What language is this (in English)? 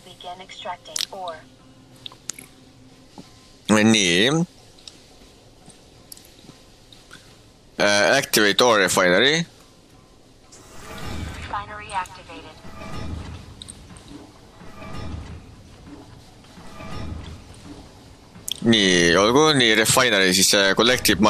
Estonian